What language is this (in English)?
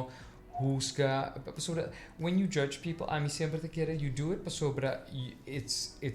Papiamento